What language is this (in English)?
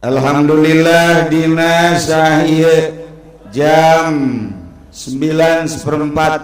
Sundanese